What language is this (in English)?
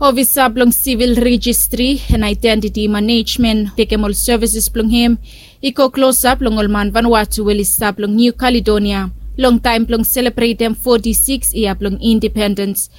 Bislama